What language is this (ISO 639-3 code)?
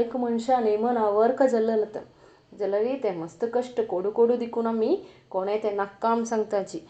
kok